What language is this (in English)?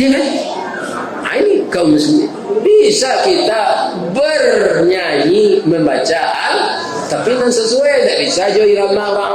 Minangkabau